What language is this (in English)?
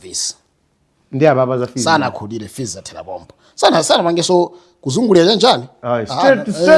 Nyanja